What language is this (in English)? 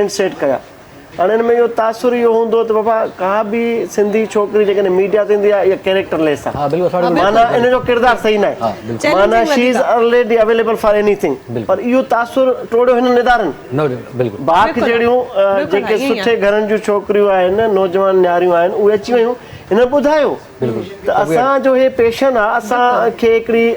Sindhi